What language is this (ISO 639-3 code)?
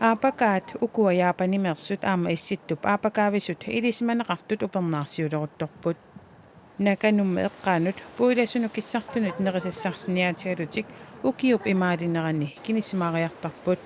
kal